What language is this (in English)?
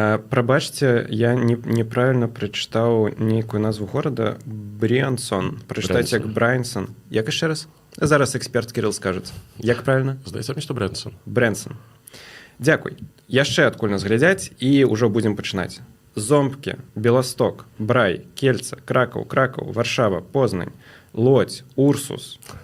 Belarusian